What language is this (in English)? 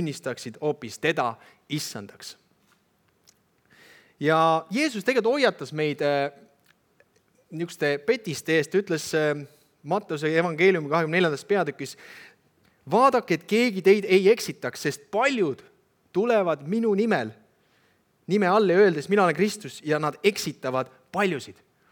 Estonian